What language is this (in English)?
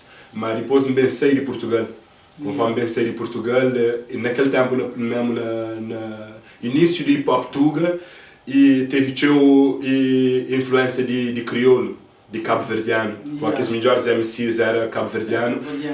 Kabuverdianu